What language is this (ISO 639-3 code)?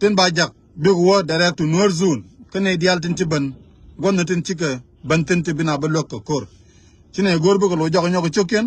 nus